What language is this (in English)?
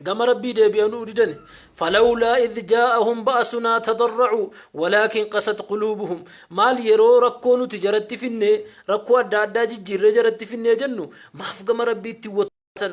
Oromo